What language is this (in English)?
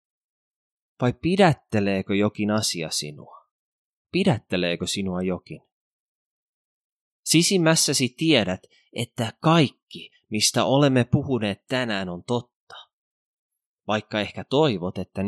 Finnish